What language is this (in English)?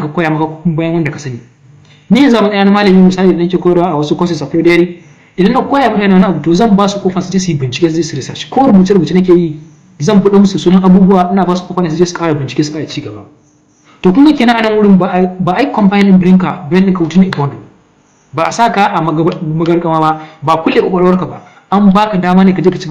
Hausa